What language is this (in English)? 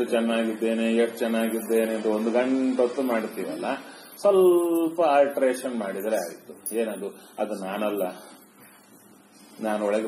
Kannada